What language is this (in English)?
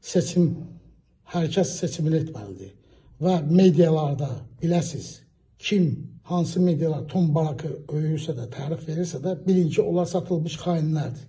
Azerbaijani